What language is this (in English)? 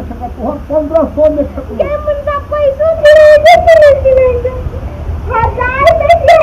Maithili